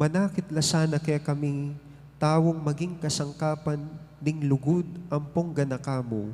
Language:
Pampanga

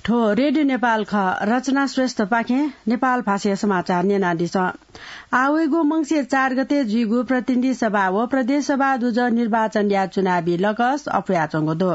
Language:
Newari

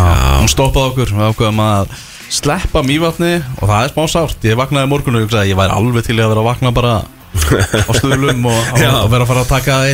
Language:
Icelandic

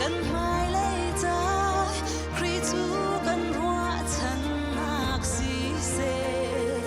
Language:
Hakha Chin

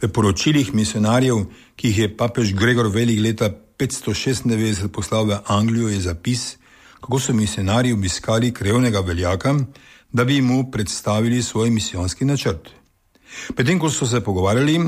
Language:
Slovenian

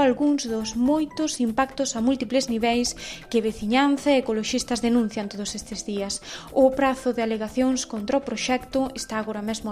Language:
Galician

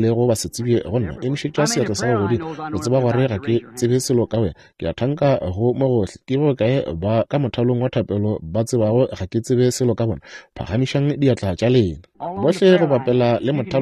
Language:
Northern Sotho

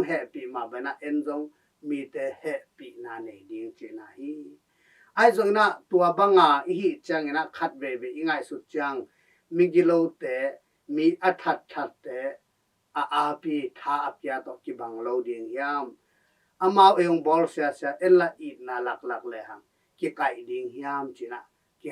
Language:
Tedim Chin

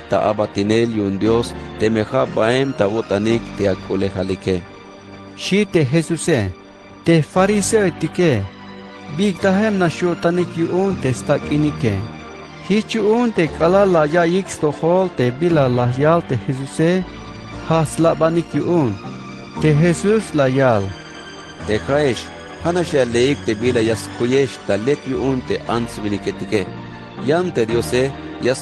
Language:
Tzeltal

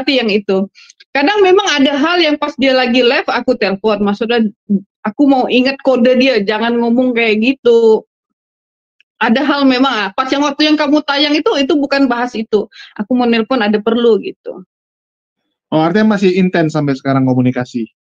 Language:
Indonesian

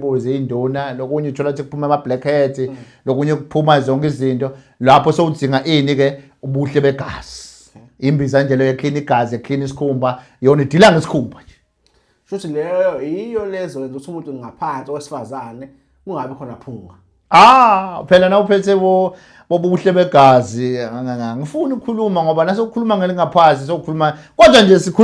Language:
Zulu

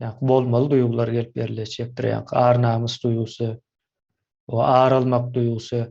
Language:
Turkmen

